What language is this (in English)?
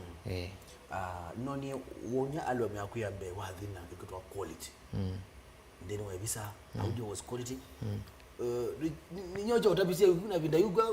Kamba